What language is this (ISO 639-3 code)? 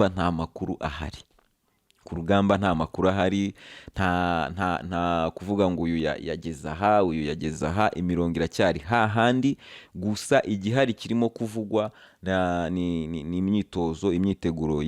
kin